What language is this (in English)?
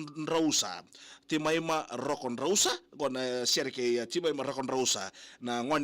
Fijian